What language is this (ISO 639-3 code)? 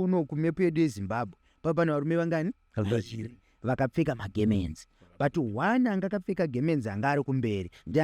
sna